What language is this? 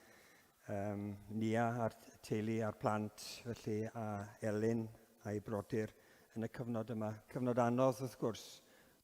Welsh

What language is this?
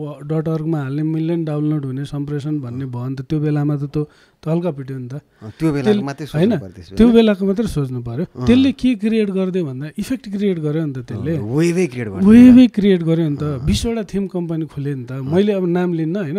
Nepali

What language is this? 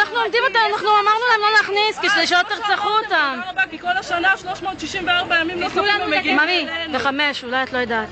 Hebrew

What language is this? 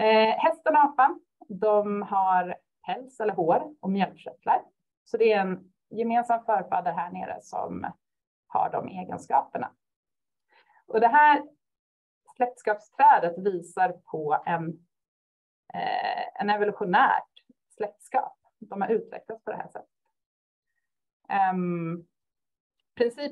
Swedish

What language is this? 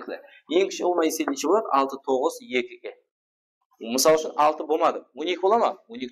Kara-Kalpak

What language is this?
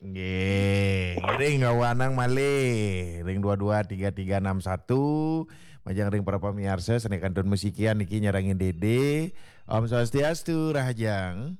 Balinese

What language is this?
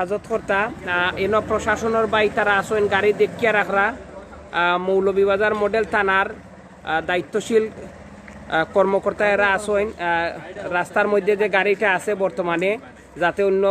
Sylheti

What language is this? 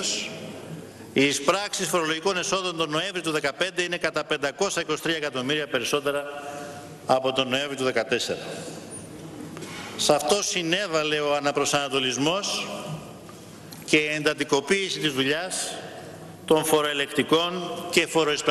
Greek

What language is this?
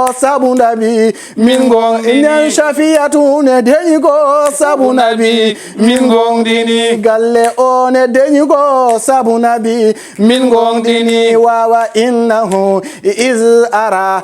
Fula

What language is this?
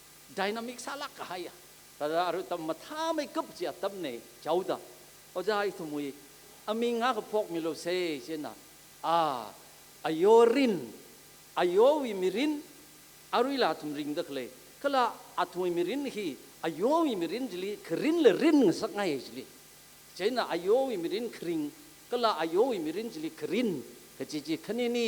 Tangkhul Naga (India)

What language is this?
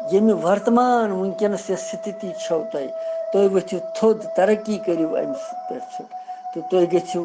Kashmiri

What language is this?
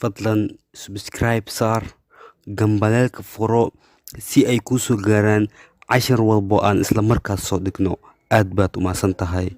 Somali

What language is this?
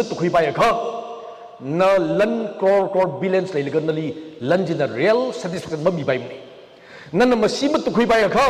Tangkhul Naga (India)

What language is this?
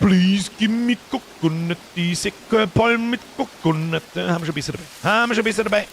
Bavarian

